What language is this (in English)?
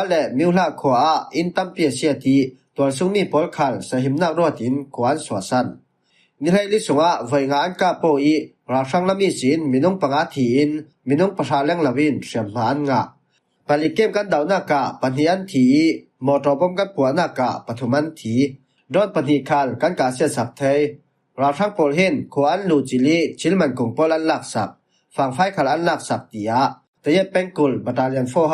Falam Chin